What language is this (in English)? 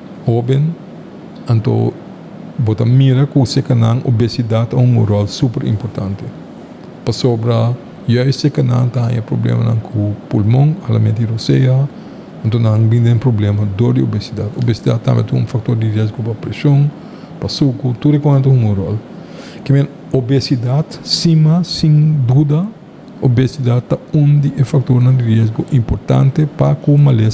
Papiamento